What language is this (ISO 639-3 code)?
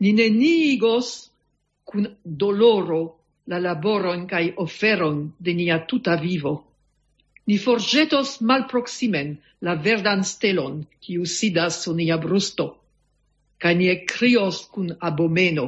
epo